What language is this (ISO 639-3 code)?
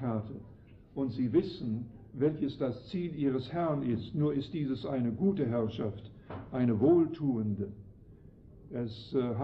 deu